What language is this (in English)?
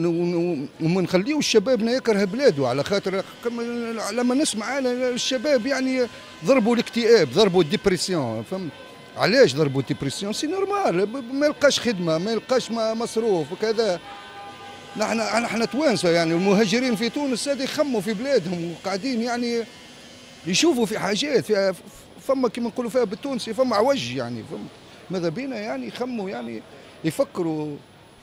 Tunisian Arabic